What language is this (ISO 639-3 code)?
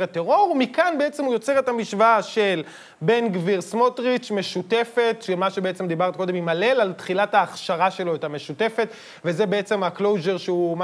heb